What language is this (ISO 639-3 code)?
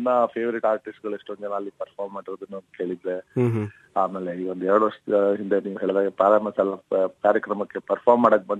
kan